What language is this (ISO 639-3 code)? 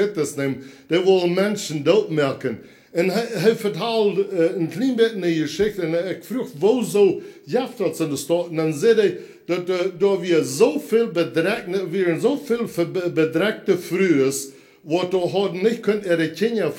pdt